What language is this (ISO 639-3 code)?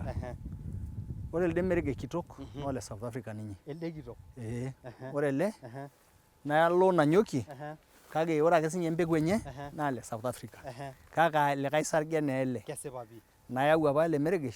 mas